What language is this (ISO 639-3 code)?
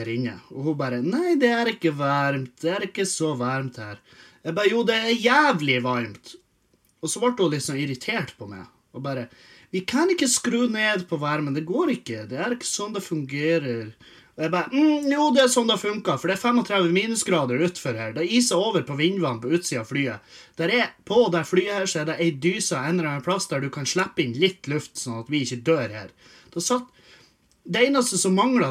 nor